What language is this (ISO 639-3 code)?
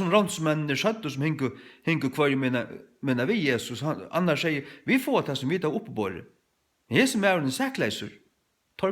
fao